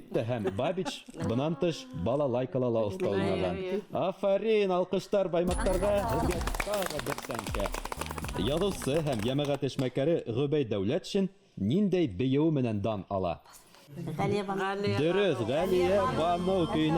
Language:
Bashkir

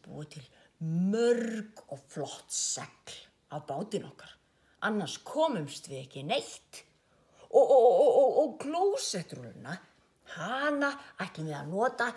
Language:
Icelandic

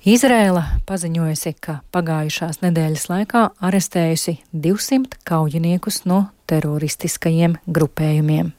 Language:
Latvian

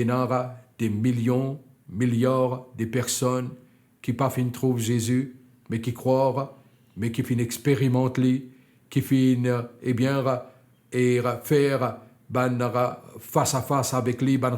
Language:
Morisyen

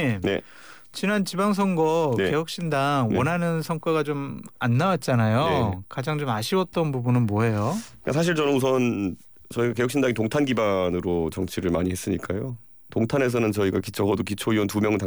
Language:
Korean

